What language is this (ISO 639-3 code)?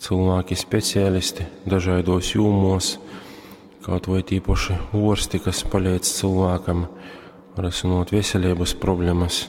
ltg